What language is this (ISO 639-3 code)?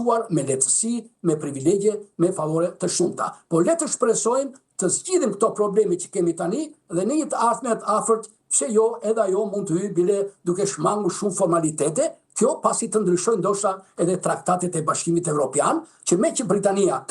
sqi